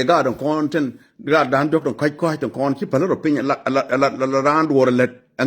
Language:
Nuer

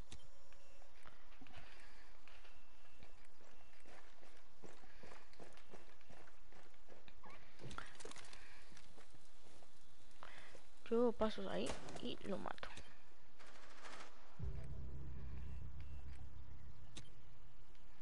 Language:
Spanish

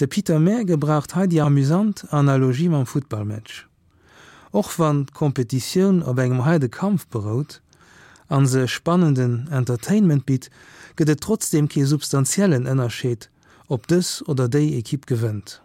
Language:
Luxembourgish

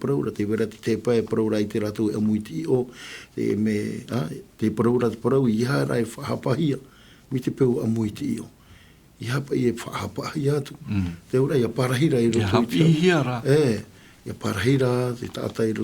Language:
Tahitian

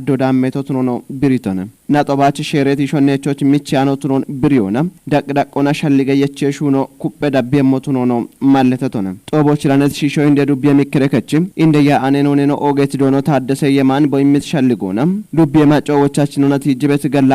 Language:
Kafa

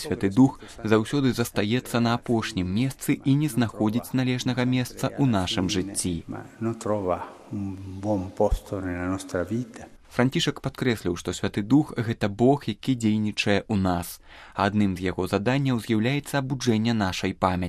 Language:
Belarusian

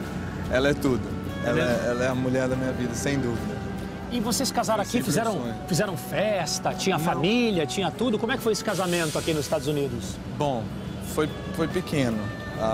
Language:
Portuguese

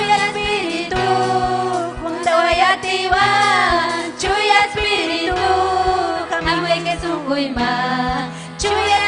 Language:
Ayacucho Quechua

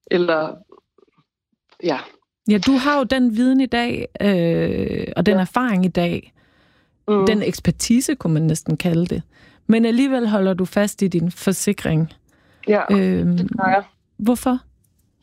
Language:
Danish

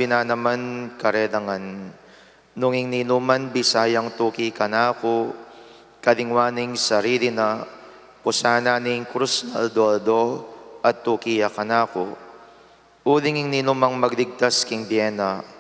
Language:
Pampanga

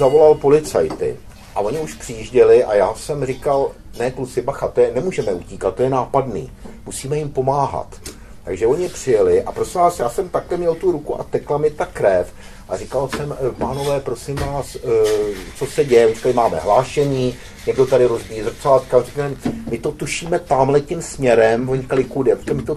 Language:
Czech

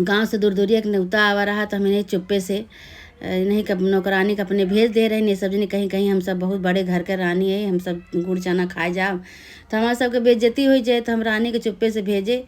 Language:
Awadhi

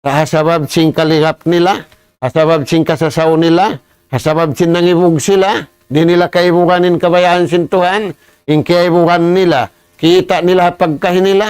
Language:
Tausug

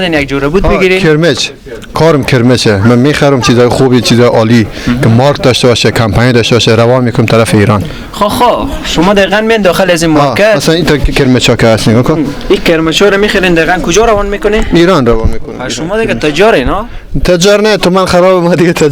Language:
Persian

